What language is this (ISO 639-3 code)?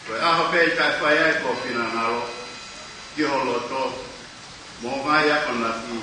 ton